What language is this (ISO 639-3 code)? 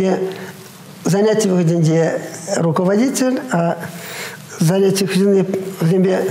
chv